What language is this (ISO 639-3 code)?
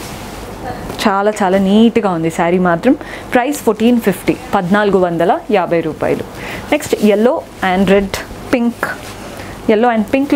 tel